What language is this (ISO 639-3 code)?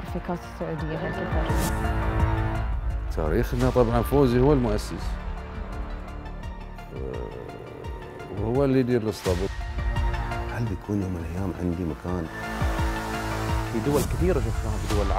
afb